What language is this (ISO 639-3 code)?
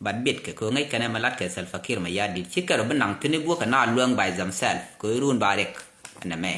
nus